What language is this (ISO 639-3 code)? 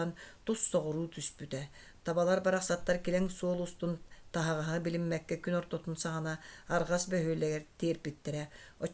sah